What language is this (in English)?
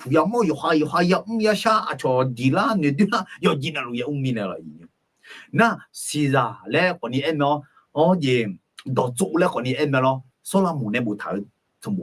Akha